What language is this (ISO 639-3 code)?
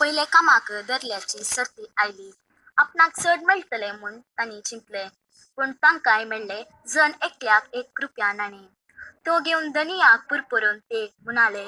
kok